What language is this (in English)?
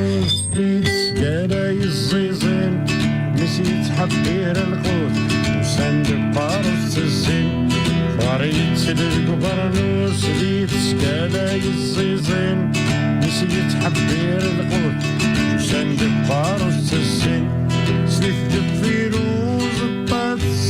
Kabyle